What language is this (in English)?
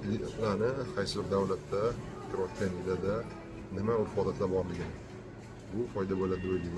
Uzbek